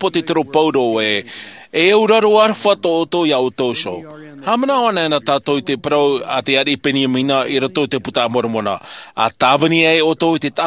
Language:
Tahitian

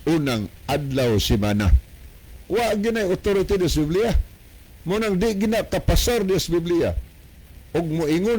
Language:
Cebuano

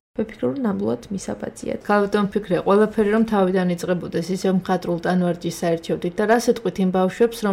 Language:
Georgian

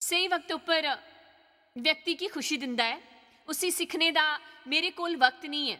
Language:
Dogri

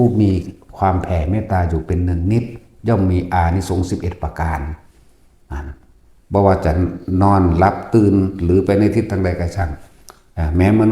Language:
Northeastern Thai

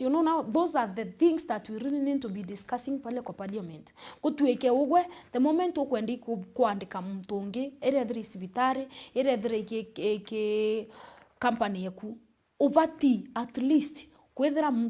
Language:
Meru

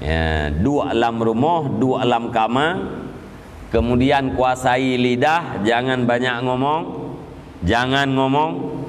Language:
Achinese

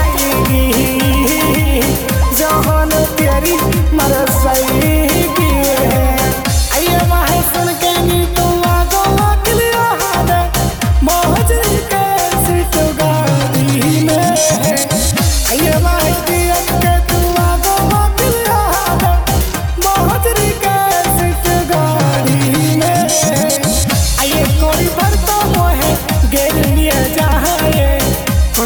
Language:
Bhojpuri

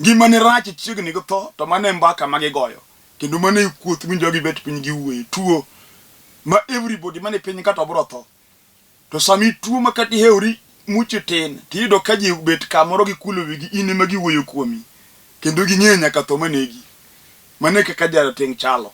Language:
Luo (Kenya and Tanzania)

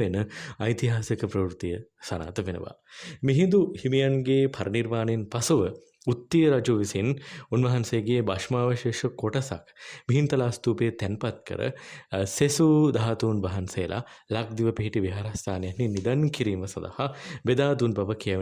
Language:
Sinhala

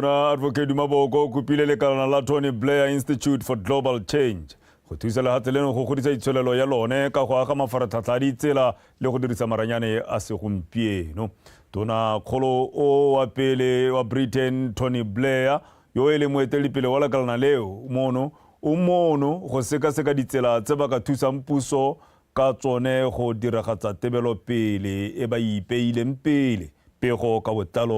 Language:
Tswana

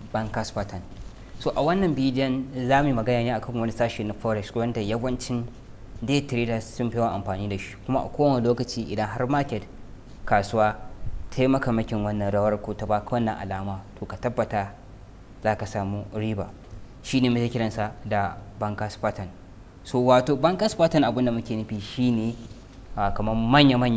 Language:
Hausa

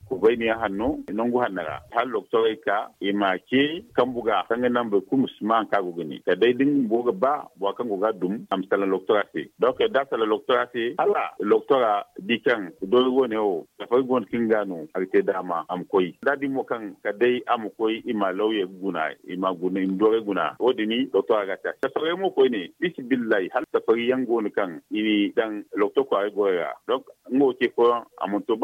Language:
Zarma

